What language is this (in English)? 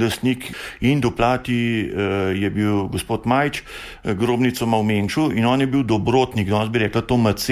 Slovenian